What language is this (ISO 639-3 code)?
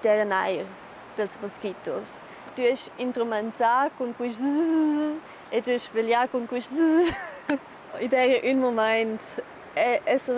roh